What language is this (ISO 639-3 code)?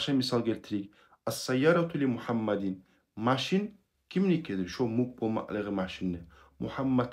kum